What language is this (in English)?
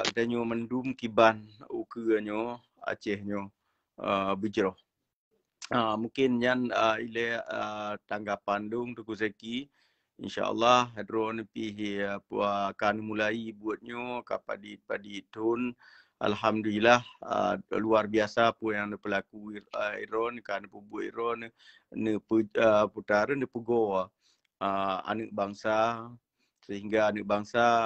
Achinese